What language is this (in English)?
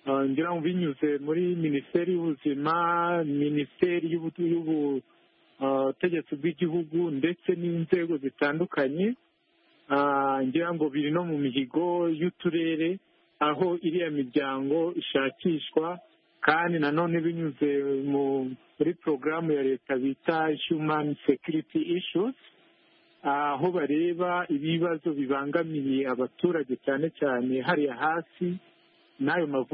Kinyarwanda